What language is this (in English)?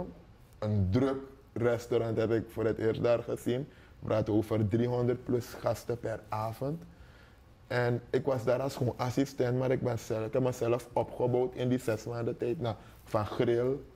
Dutch